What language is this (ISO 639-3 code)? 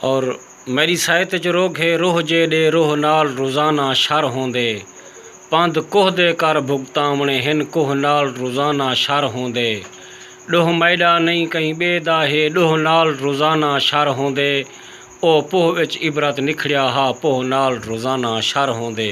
skr